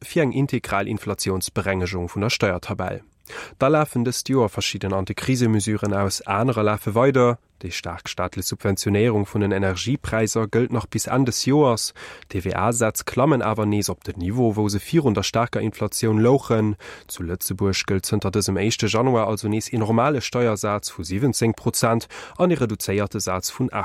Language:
Luxembourgish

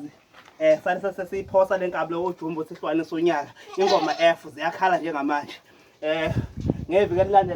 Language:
Zulu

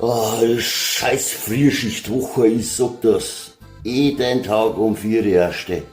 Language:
Bavarian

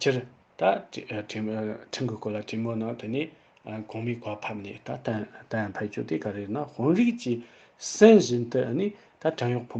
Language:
Tibetan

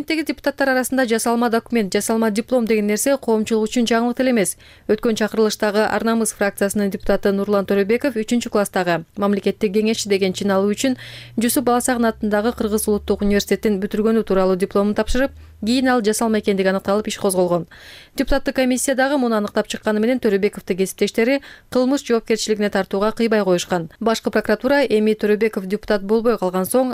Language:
Kyrgyz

